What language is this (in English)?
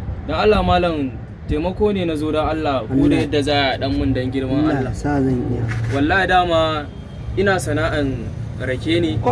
Hausa